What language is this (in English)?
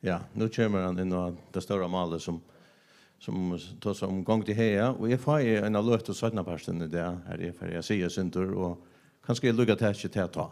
Faroese